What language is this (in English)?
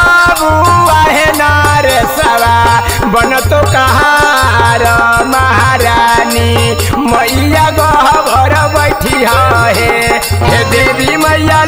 Bhojpuri